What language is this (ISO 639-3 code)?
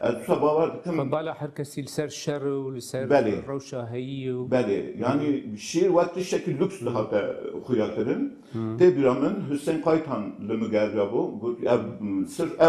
kur